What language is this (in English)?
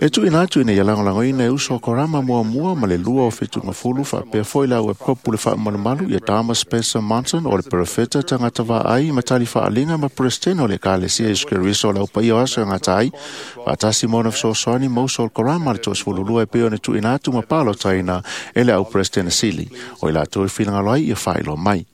Samoan